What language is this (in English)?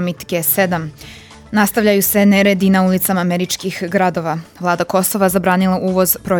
Serbian